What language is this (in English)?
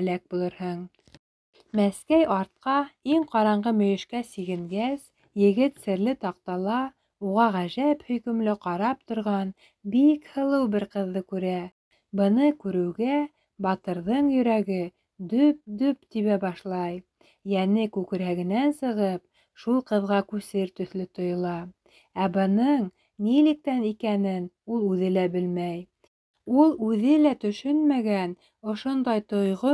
Bashkir